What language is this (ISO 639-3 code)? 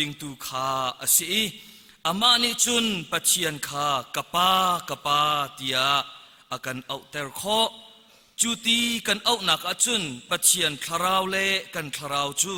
cnh